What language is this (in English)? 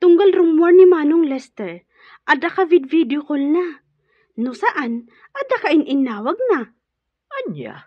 Iloko